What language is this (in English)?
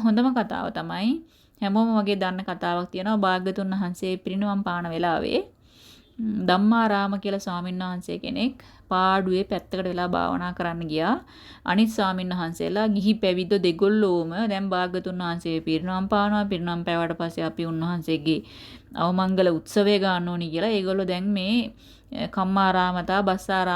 Sinhala